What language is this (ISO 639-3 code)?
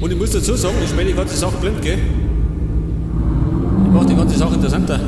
bar